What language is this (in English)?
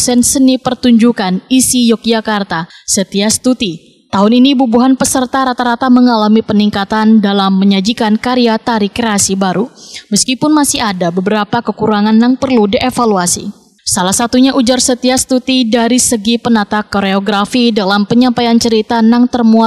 Banjar